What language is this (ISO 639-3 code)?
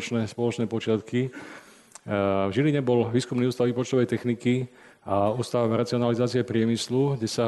slk